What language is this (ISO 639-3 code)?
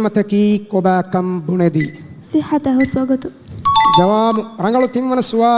div